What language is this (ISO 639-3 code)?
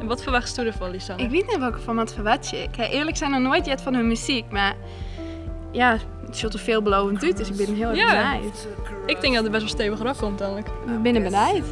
fry